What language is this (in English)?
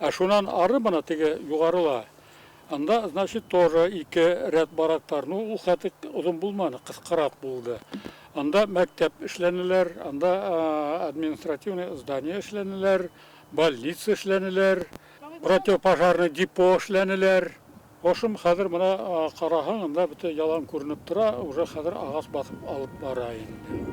Bashkir